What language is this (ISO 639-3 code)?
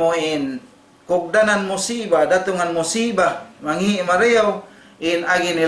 tsg